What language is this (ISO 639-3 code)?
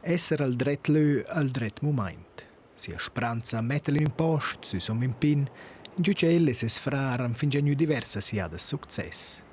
roh